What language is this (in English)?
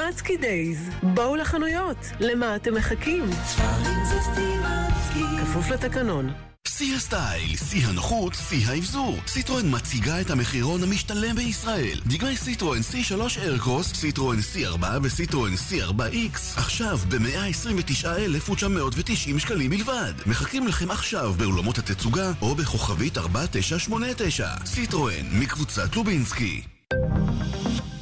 Hebrew